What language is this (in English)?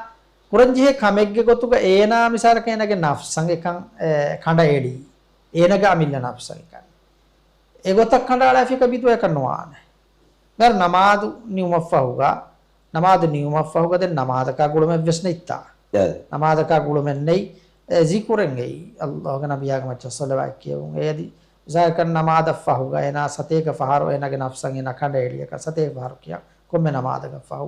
Divehi